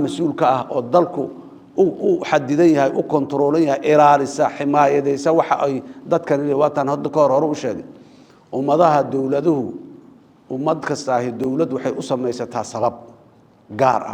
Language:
Somali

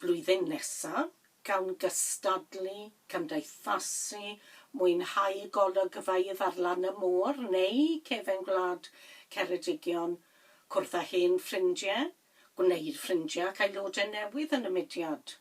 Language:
Welsh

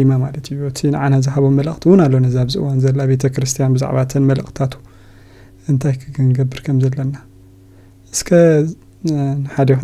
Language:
Tigrinya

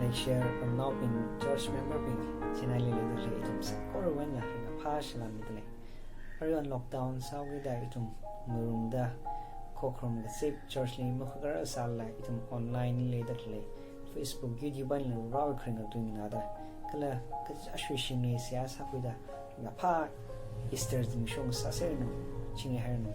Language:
Tangkhul Naga (India)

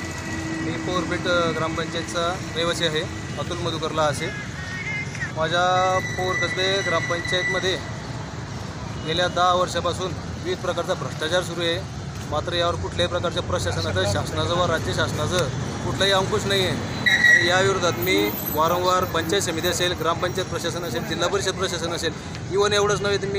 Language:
Marathi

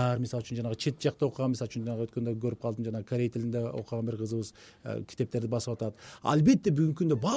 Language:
Kyrgyz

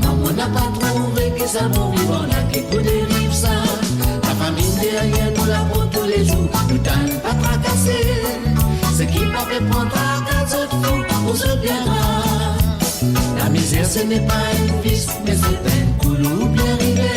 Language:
Morisyen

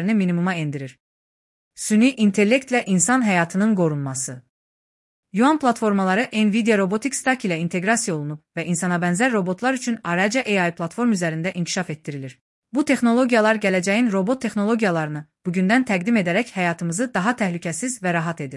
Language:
Azerbaijani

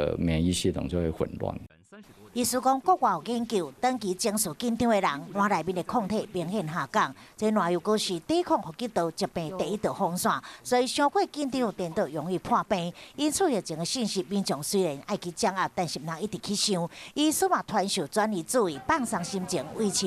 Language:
Min Nan Chinese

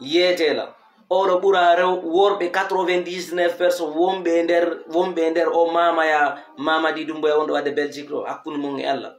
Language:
Fula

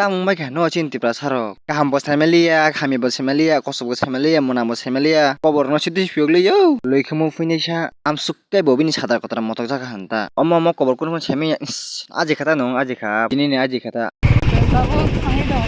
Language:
Kok Borok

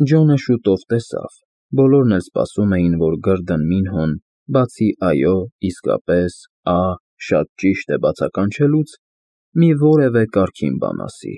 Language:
Armenian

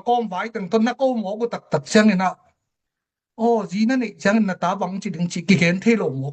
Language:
Tedim Chin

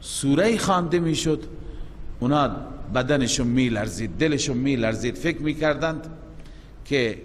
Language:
Persian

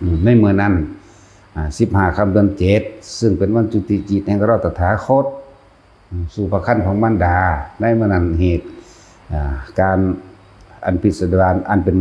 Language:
Lao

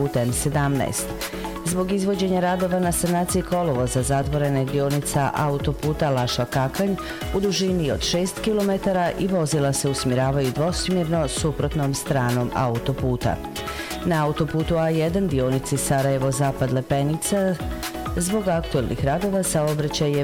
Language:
Bosnian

